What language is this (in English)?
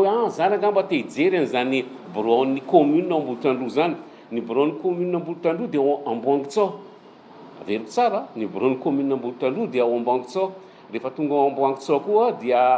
Malagasy